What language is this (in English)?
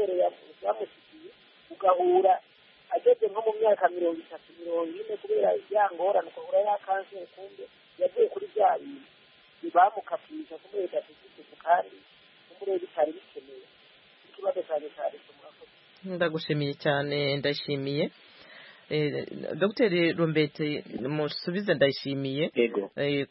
Kinyarwanda